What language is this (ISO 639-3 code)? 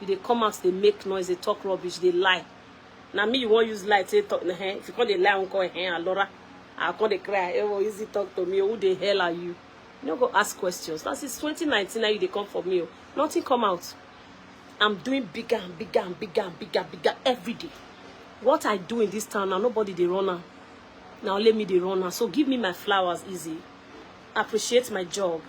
pcm